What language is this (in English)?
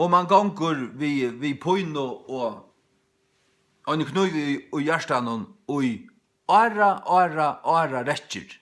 Faroese